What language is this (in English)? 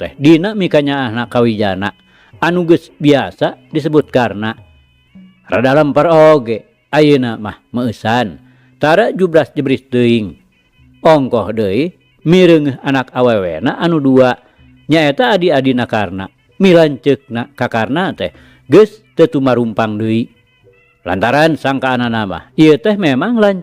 Sundanese